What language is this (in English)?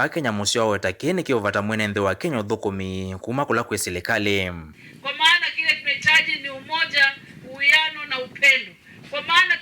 Kamba